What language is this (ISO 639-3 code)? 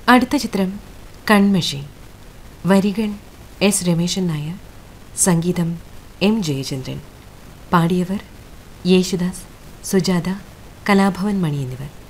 mal